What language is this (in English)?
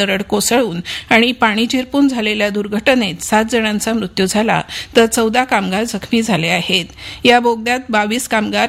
Marathi